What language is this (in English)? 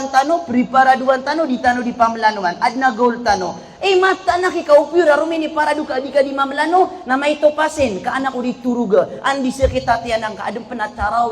Maranao